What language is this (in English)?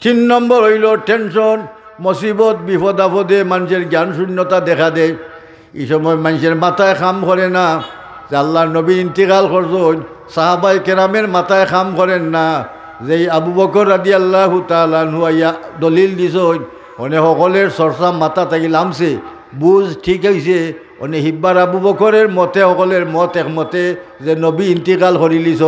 Sylheti